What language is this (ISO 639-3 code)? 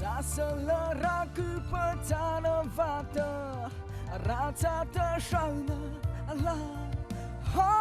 mrh